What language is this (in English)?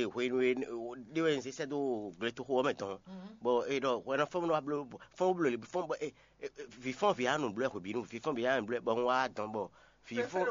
Fon